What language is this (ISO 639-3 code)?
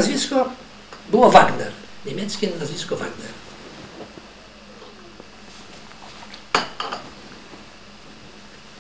pol